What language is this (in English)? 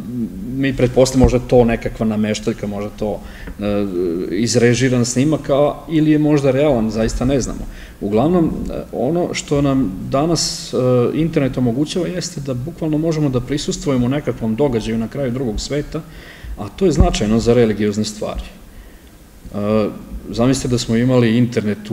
Serbian